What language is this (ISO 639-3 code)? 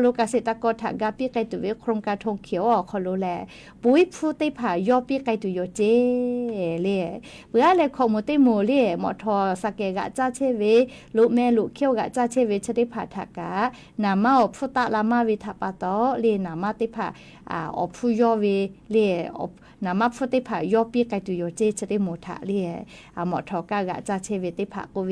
lhu